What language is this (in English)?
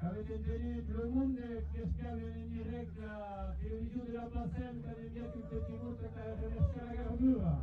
Occitan